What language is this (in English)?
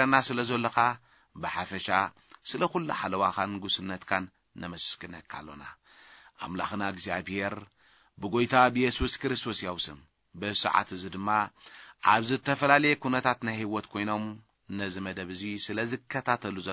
Tigrinya